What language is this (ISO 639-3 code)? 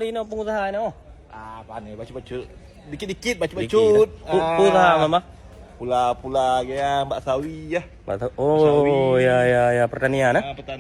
ace